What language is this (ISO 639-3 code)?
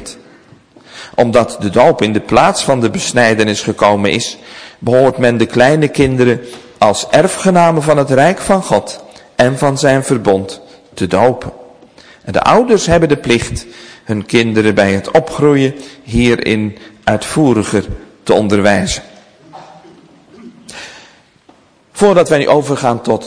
nld